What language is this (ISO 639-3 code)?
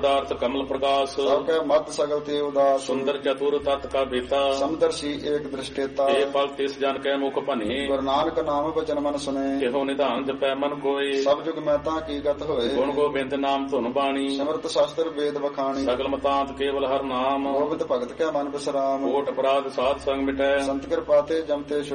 pan